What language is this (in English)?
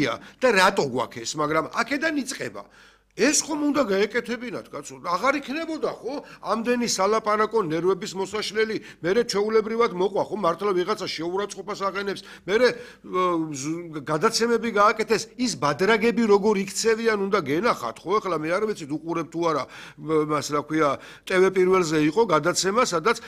Georgian